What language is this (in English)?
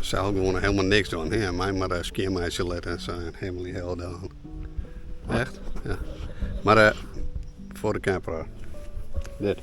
Western Frisian